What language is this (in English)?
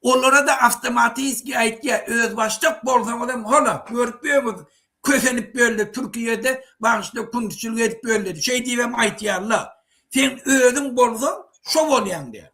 Turkmen